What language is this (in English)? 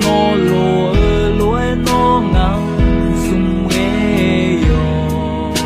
Akha